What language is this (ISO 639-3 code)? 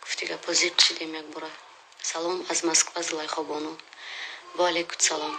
tgk